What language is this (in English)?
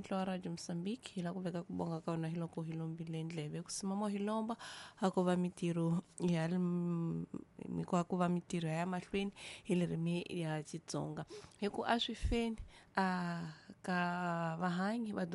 Tsonga